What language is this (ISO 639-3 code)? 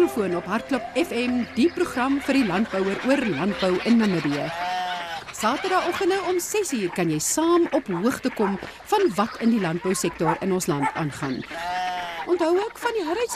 afr